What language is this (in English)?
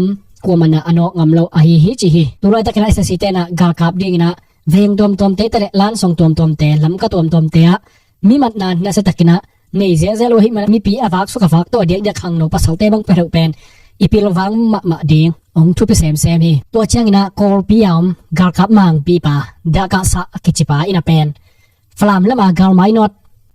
Tedim Chin